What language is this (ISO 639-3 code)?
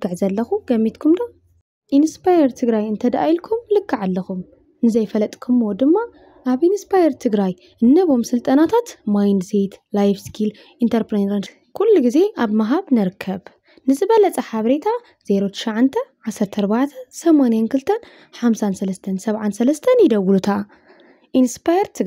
tir